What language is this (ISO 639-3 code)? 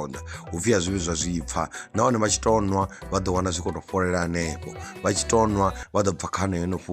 ven